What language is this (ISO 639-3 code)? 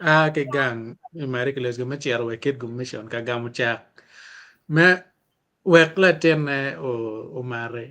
ach